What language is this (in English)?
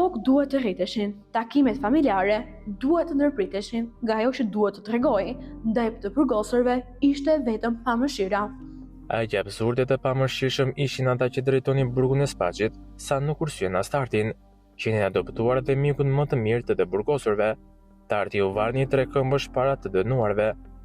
Albanian